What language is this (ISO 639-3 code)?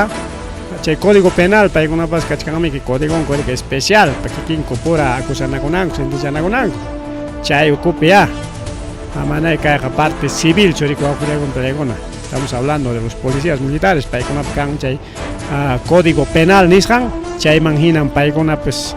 quy